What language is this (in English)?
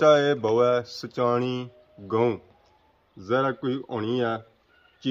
Pahari-Potwari